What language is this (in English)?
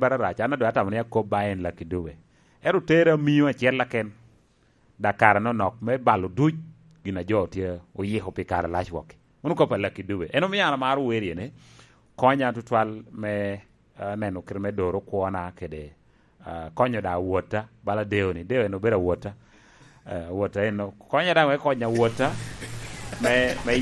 Lango (Uganda)